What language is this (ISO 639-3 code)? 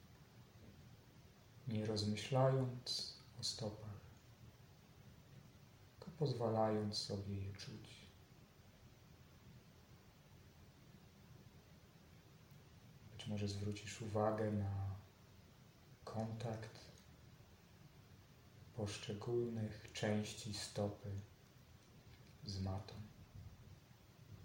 pol